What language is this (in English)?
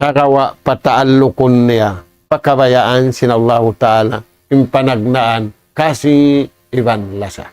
Tausug